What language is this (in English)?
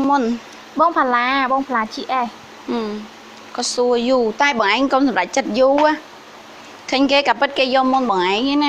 Khmer